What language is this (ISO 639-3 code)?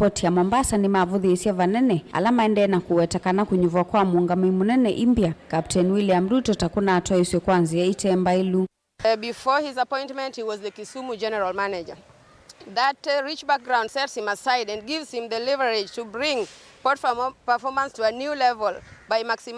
kam